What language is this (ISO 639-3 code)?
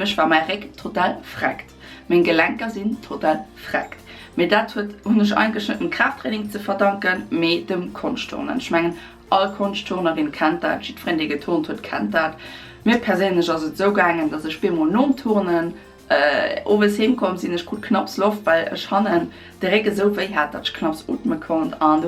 ltz